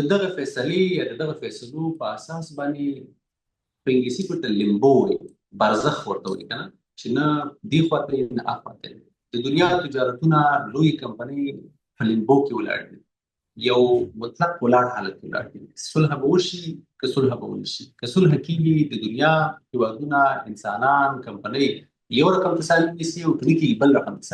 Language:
Pashto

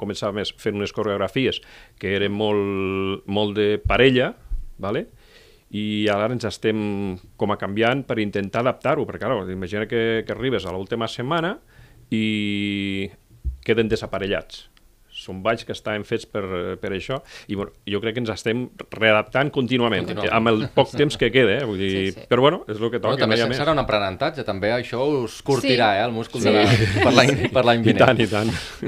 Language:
Catalan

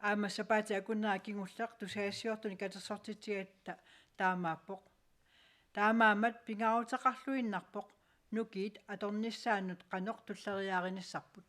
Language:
Kalaallisut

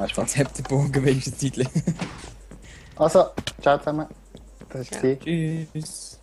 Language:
Swiss German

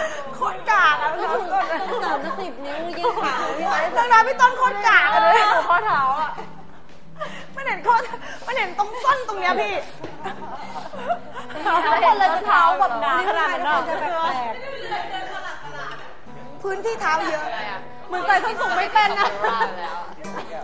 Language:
Thai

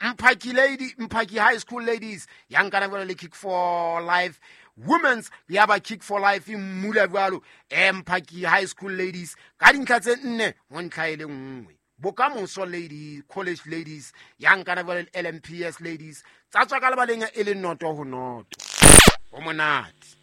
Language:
Southern Sotho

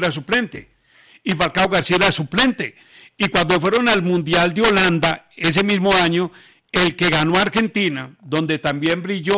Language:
Spanish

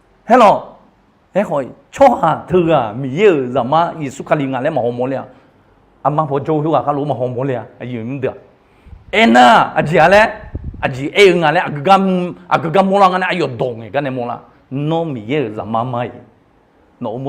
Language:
Akha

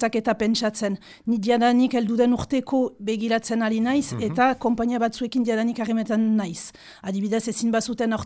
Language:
Basque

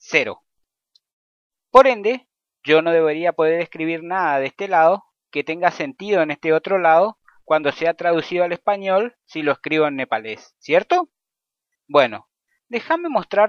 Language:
Spanish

